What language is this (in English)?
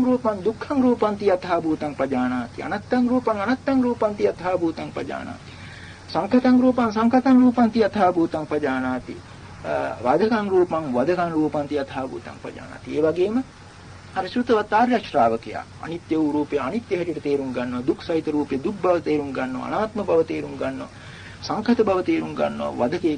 Sinhala